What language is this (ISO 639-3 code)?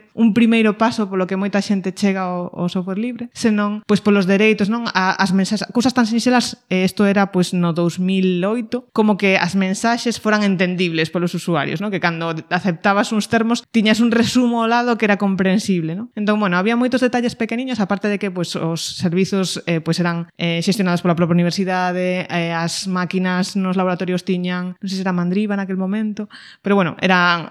glg